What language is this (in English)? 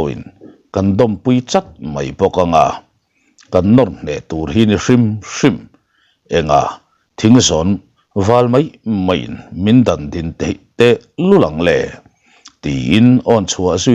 Mizo